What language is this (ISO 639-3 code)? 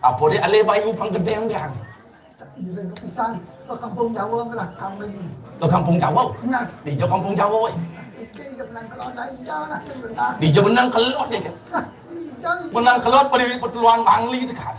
ban